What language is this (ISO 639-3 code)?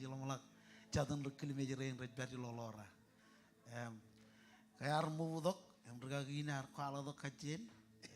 mah